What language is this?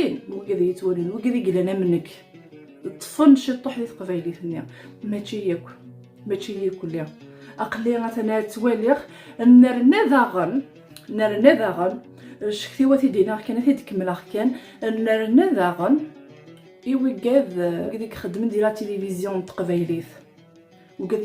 Kabyle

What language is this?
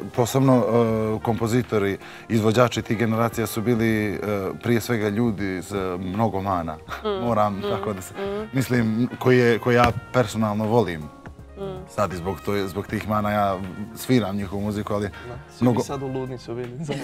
Bosnian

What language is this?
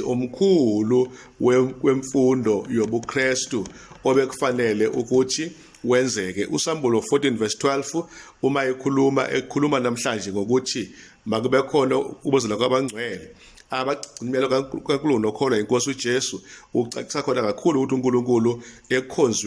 Zulu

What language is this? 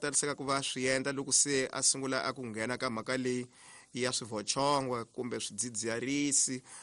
Tsonga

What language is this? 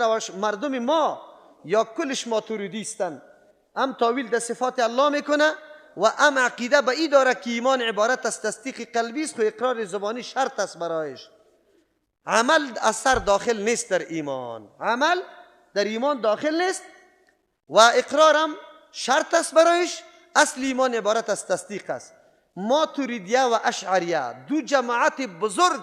Persian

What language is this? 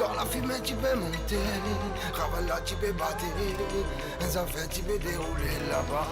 Morisyen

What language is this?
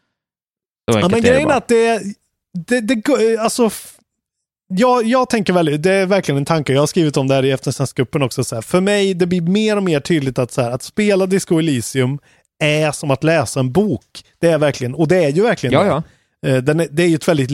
Swedish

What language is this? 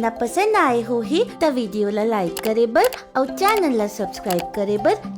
Chhattisgarhi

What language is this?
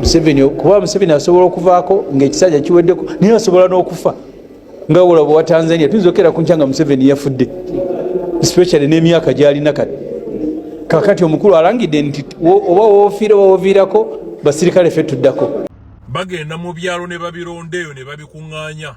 Ganda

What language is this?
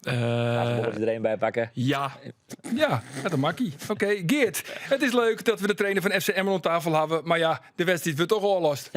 Western Frisian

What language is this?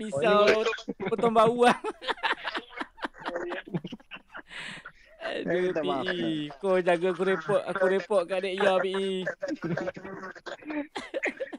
Malay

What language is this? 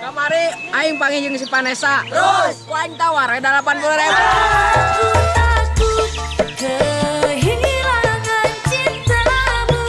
Sundanese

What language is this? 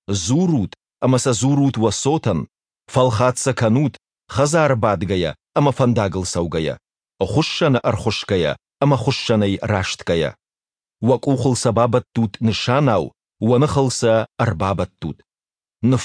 Ossetic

